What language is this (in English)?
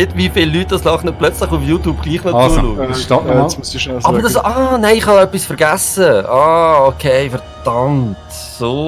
Swiss German